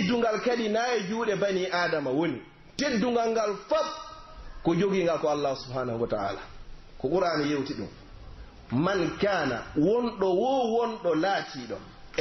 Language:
Pular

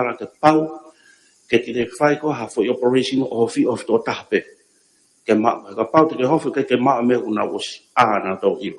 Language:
Tongan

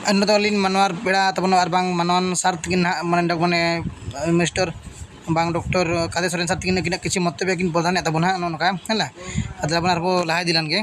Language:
Santali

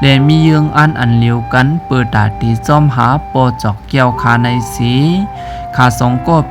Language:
Shan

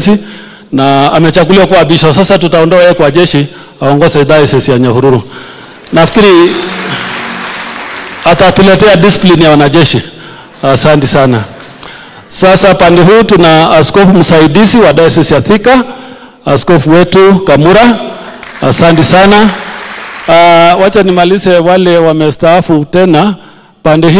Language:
Swahili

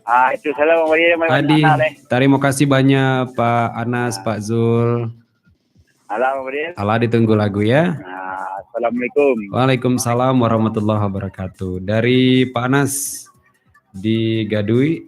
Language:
Minangkabau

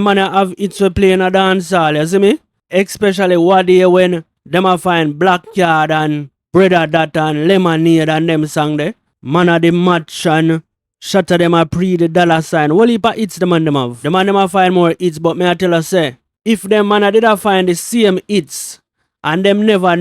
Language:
Jamaican Creole English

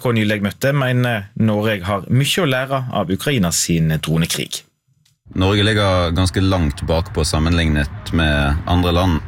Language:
Norwegian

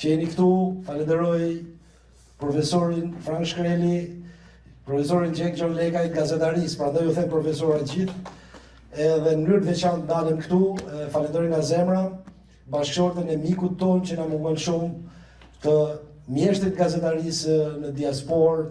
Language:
Albanian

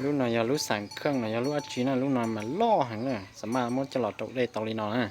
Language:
Hmong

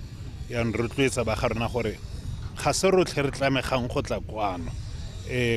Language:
Tswana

